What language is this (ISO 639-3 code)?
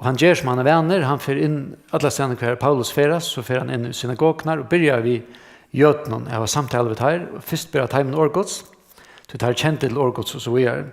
fao